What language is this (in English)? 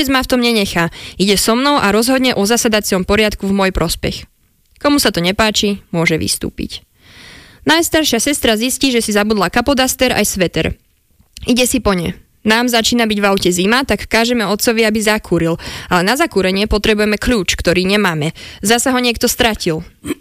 Slovak